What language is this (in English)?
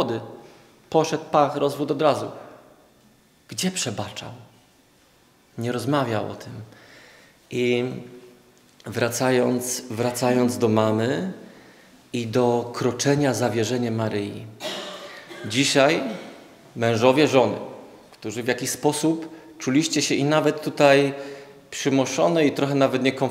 Polish